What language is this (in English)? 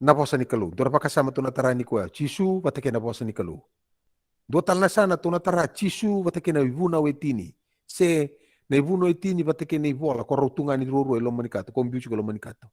Fijian